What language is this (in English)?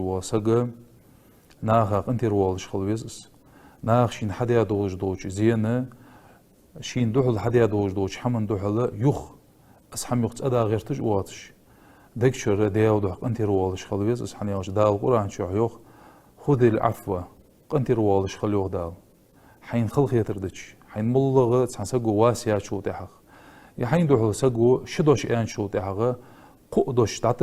Ingush